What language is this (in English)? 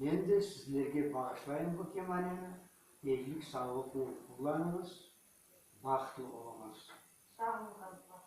Crimean Tatar